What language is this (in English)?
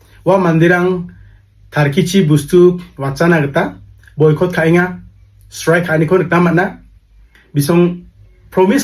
Garo